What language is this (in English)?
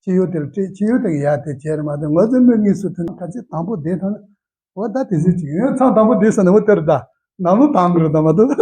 Tibetan